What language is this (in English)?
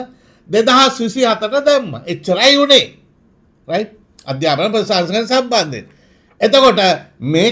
Sinhala